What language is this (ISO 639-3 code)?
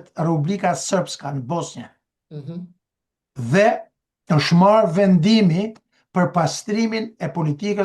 sqi